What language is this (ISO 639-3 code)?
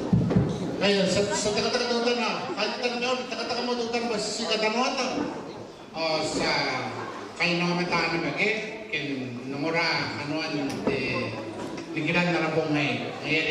gil